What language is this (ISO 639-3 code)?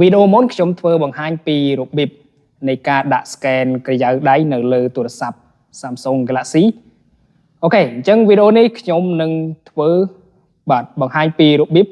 khm